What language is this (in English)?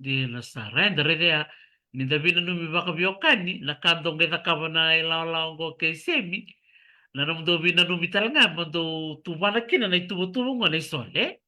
Fijian